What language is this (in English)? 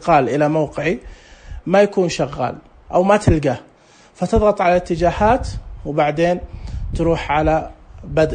Najdi Arabic